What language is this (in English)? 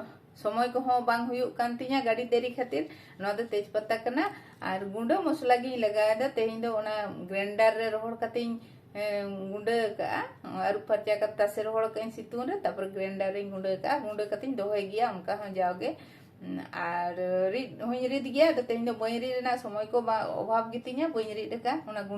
Santali